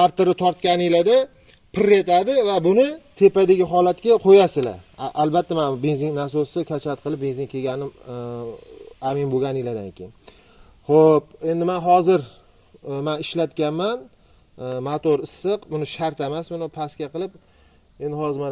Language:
Uzbek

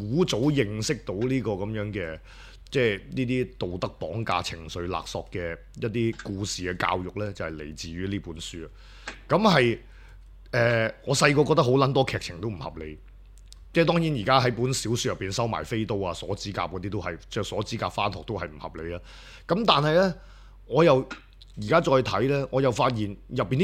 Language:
Cantonese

